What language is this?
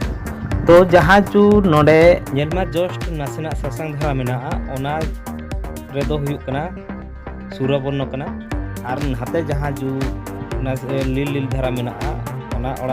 Santali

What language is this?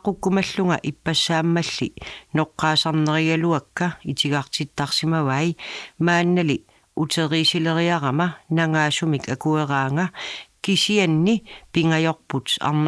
Kalaallisut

